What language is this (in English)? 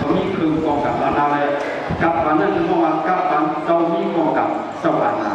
Shan